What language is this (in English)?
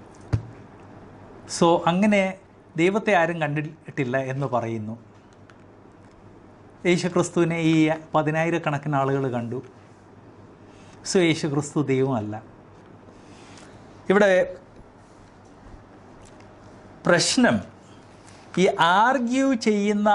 Malayalam